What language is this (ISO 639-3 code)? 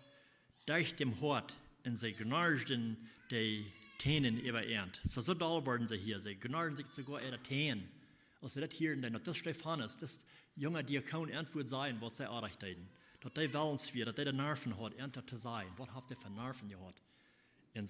pdt